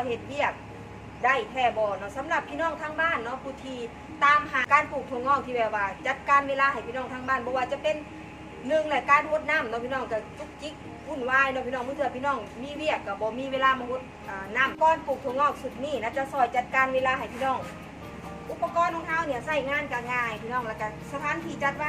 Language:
Northeastern Thai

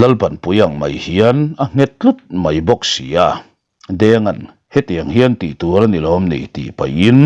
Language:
Mizo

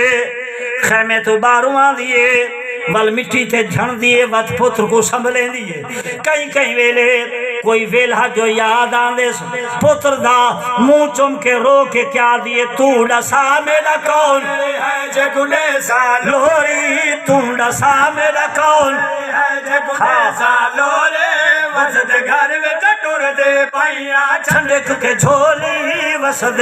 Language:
Saraiki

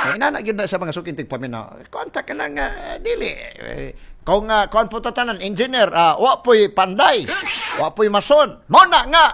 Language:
Cebuano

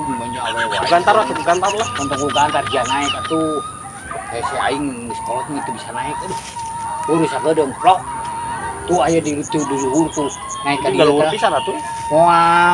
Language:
Sundanese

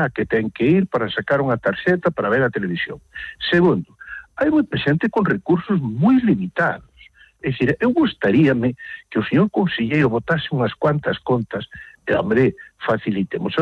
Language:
Galician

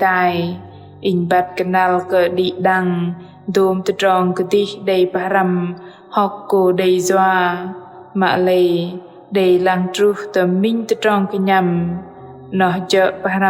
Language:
Bahnar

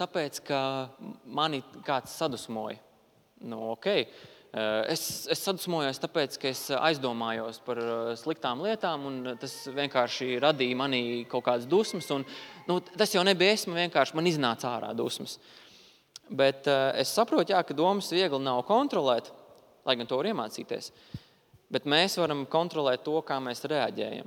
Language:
Latvian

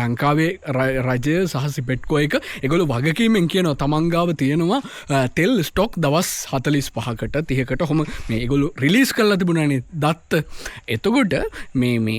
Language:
Sinhala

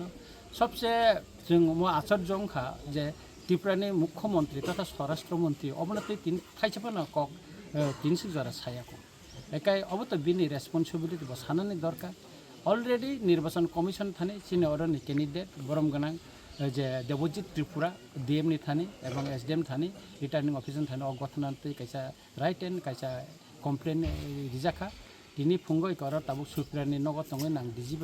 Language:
Kok Borok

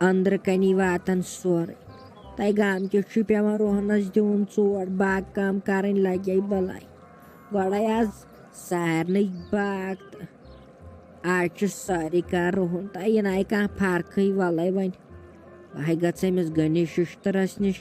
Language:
Kashmiri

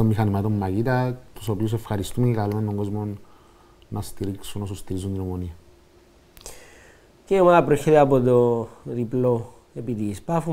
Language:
Greek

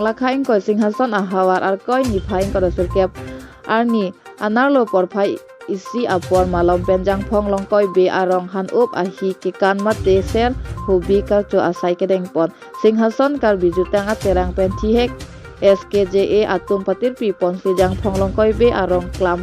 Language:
Karbi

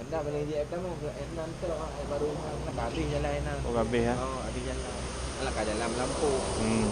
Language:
Achinese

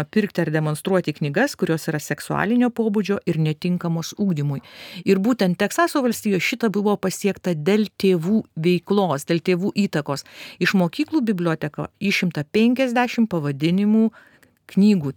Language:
Lithuanian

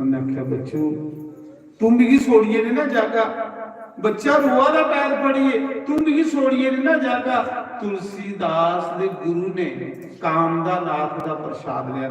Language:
Dogri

